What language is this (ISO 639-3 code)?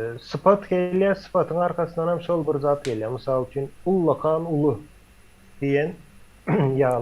tuk